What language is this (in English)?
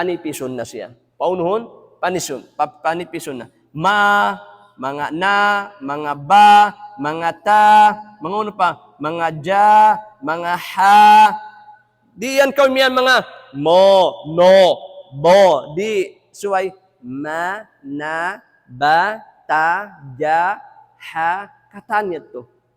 Tausug